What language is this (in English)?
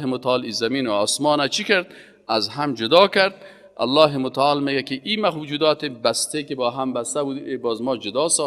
Persian